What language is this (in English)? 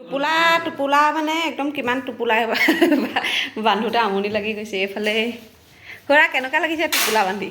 Assamese